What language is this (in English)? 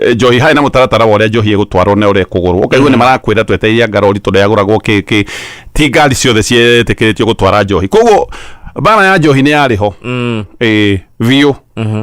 Kikuyu